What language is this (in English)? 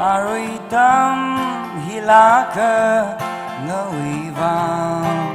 Tangkhul Naga (India)